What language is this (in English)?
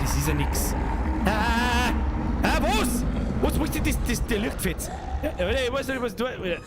Bavarian